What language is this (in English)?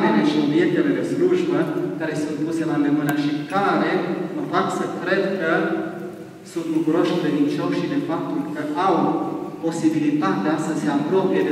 Romanian